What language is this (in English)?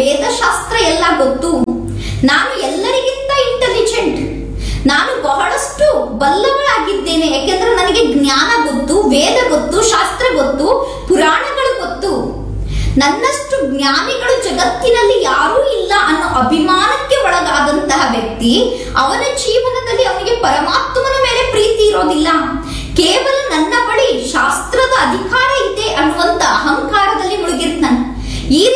Kannada